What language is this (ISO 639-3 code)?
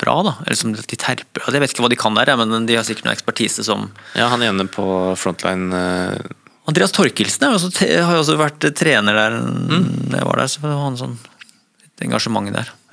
nor